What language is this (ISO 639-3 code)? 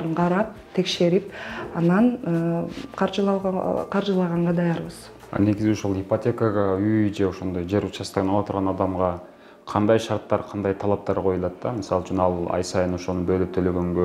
kir